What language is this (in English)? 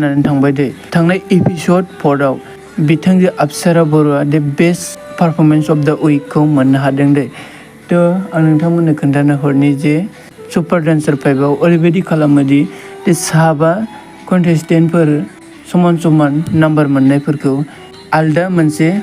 Bodo